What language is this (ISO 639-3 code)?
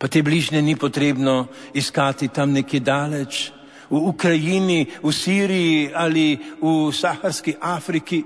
slv